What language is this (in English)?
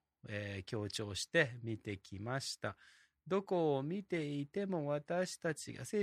Japanese